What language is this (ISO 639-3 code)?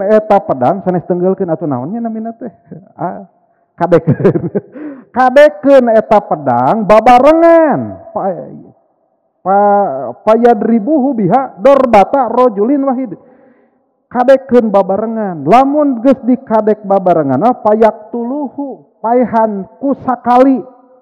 sun